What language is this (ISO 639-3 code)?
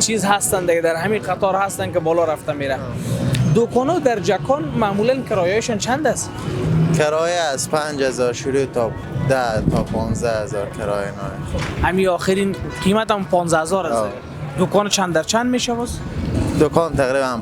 fas